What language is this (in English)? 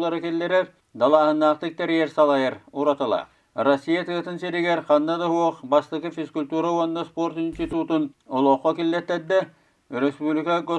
Yakut